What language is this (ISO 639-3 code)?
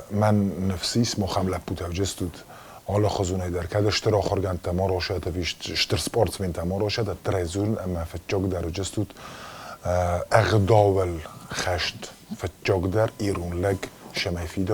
oss